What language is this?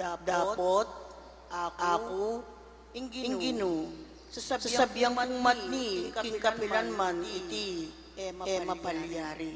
Pampanga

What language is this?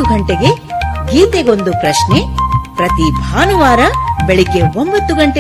Kannada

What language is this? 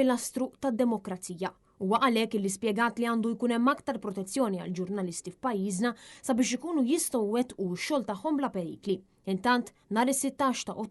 Maltese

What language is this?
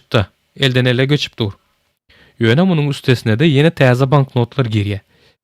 Turkmen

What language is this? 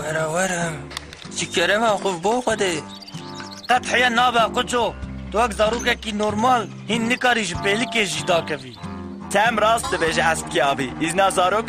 Kurdish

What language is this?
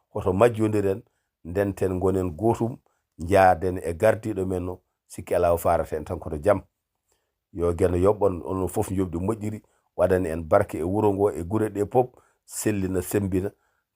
Fula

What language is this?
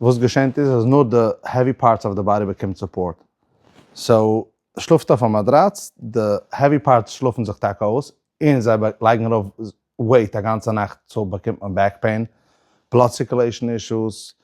Yiddish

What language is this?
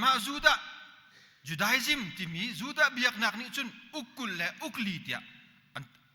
Hakha Chin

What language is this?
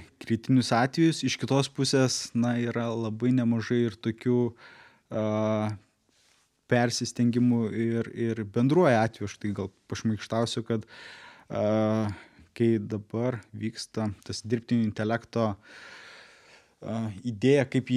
Lithuanian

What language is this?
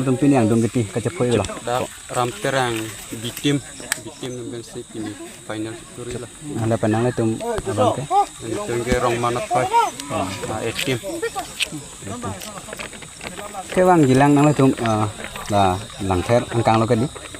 Karbi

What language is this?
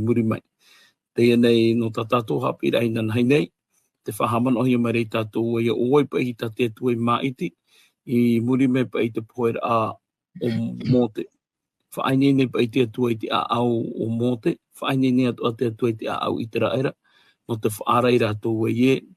Tahitian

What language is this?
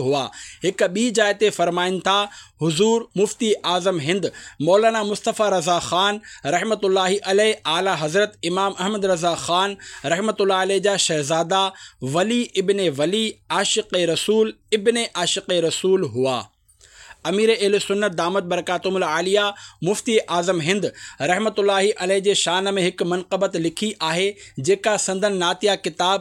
Sindhi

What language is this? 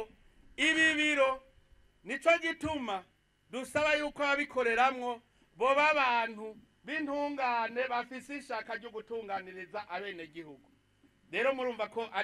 Rundi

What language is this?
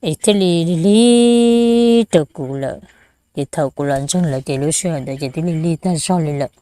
Hmong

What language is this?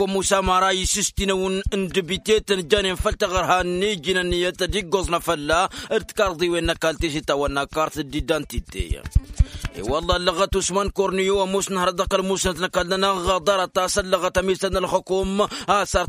Tamasheq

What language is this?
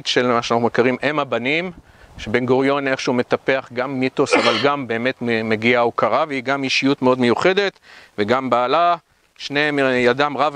Hebrew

